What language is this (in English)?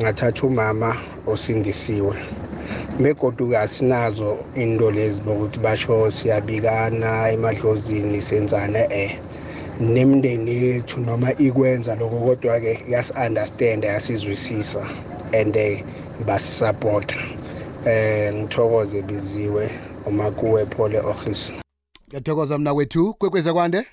South Ndebele